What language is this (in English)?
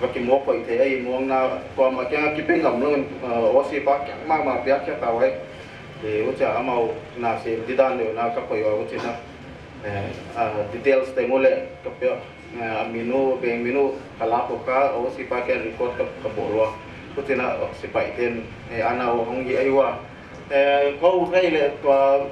Paite Chin